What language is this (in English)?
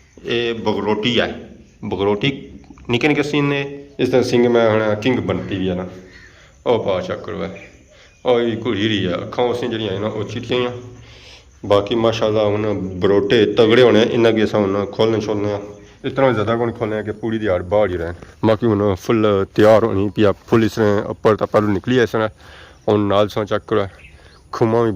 Pahari-Potwari